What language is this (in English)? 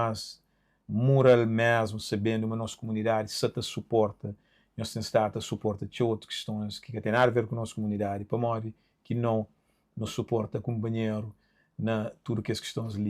Kabuverdianu